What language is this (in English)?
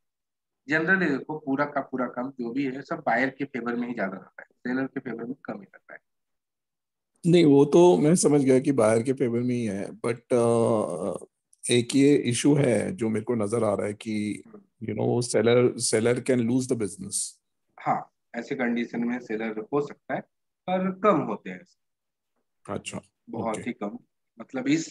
Hindi